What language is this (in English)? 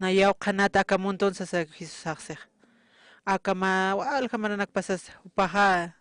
Aymara